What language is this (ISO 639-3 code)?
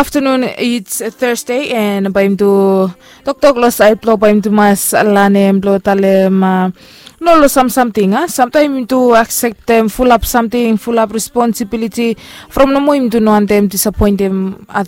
bis